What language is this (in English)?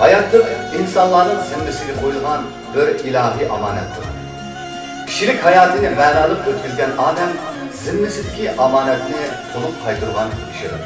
Uyghur